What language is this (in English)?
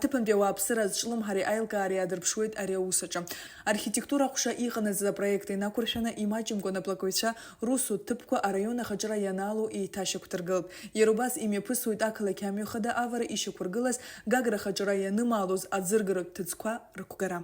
Abkhazian